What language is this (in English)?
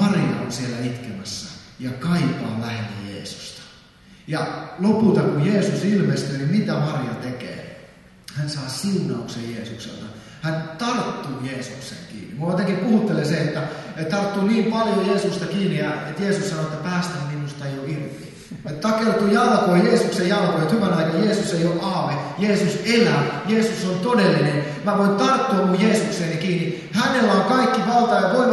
Finnish